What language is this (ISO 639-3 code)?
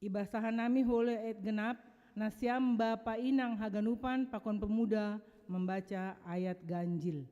bts